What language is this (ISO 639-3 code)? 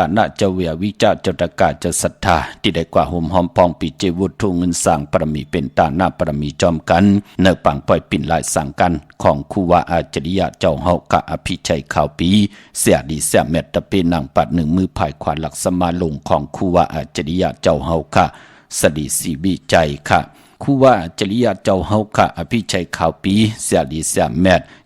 shn